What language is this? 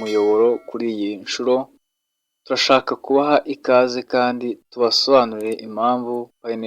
Kinyarwanda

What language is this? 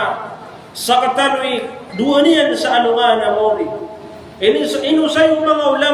Maranao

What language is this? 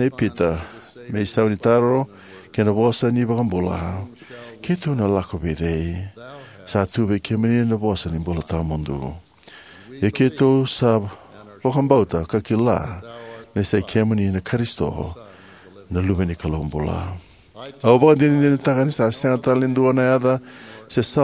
Fijian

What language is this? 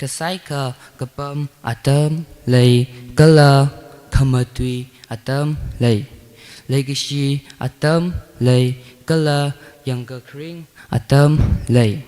Tangkhul Naga (India)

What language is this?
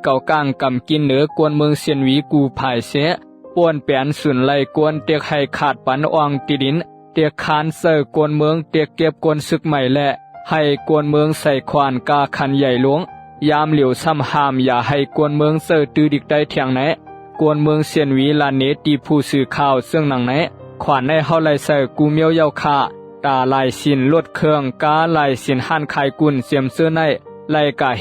Shan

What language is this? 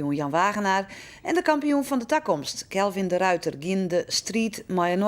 Western Frisian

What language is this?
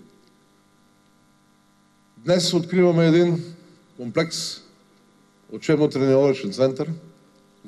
Bulgarian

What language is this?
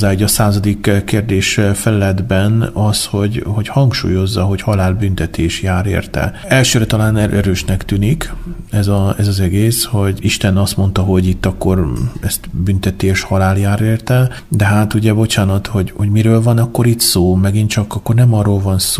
Hungarian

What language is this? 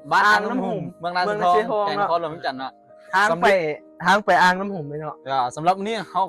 Lao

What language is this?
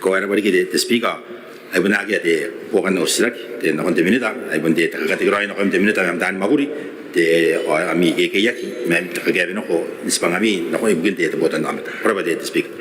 Gilbertese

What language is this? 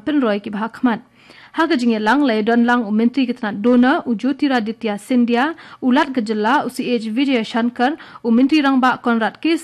Khasi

